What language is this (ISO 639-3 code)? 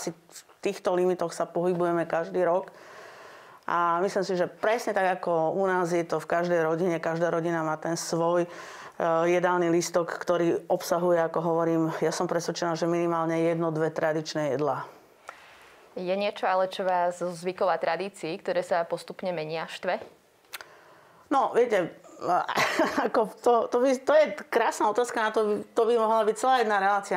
slk